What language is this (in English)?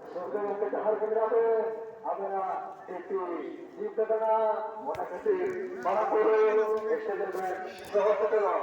Santali